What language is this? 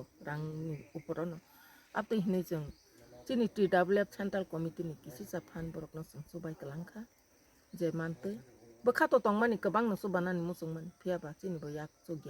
Kok Borok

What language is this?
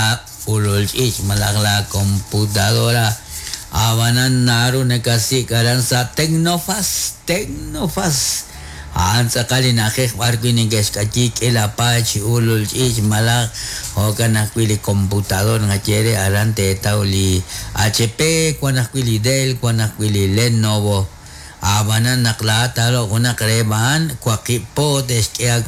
Kekchí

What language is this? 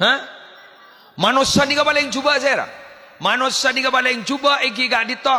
Madurese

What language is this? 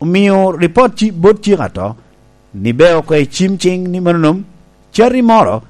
Lango (Uganda)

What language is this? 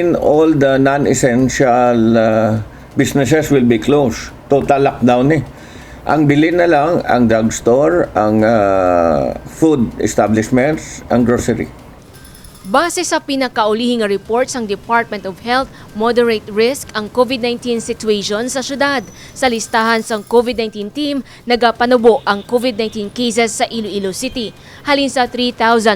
Hiligaynon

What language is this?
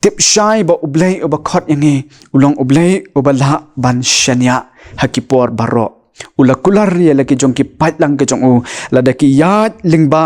Khasi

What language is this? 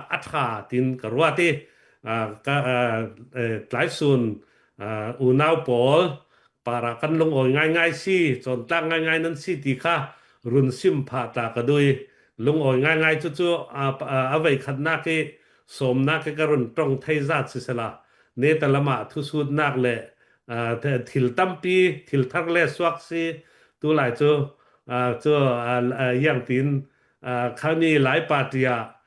Falam Chin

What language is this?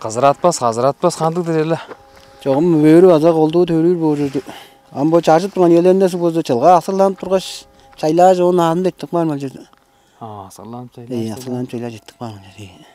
Tuvinian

